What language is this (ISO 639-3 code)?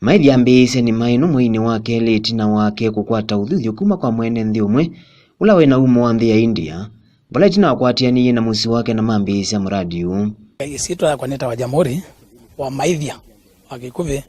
kam